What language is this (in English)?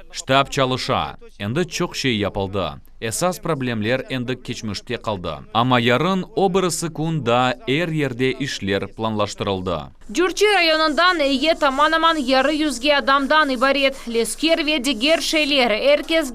Crimean Tatar